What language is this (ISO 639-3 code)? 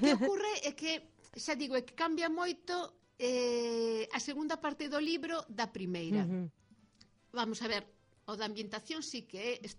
glg